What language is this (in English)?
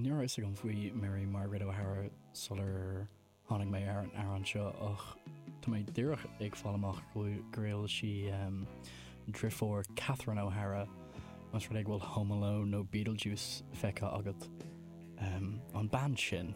Irish